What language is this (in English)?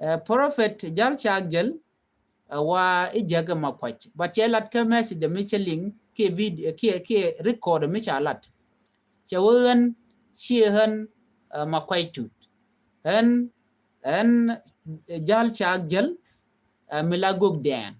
Nuer